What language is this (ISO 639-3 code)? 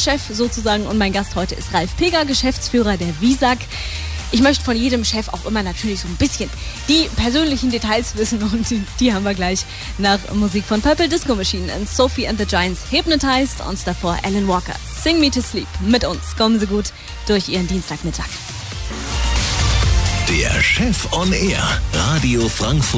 deu